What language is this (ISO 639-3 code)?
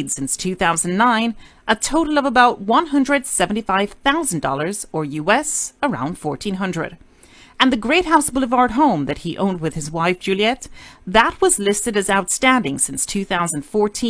jam